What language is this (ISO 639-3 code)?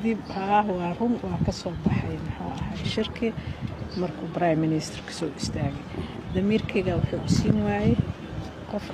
som